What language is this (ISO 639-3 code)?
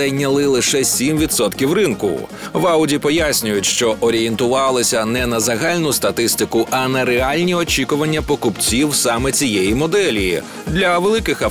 ukr